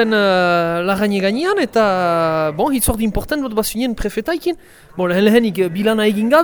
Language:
Basque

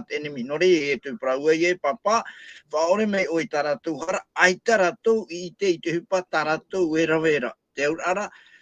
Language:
Tahitian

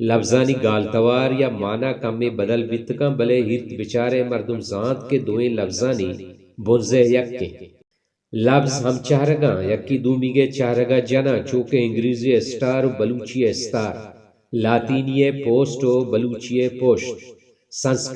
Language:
Baluchi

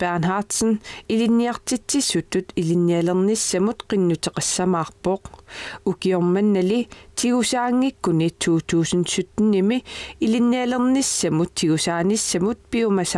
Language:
Kalaallisut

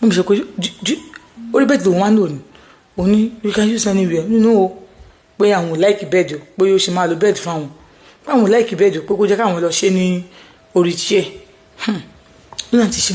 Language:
Yoruba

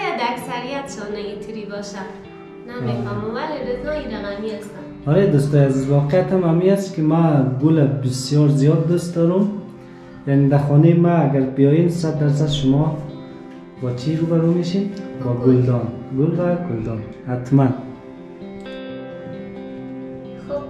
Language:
Persian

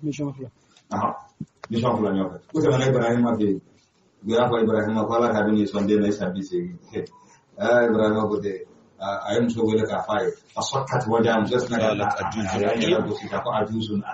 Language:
Bambara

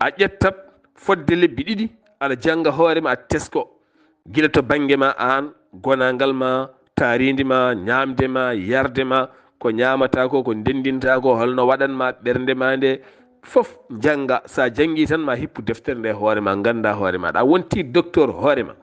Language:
Fula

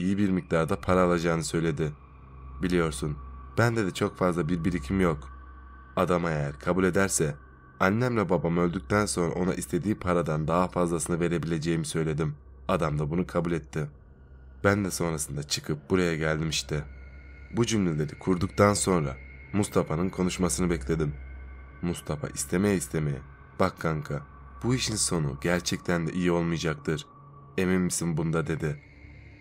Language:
Turkish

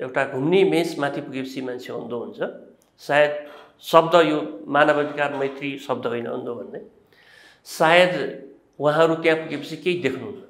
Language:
Nepali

